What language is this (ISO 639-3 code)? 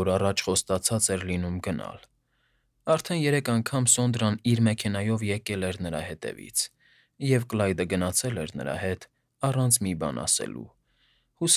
hye